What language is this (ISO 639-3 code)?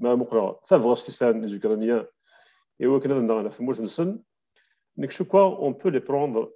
kab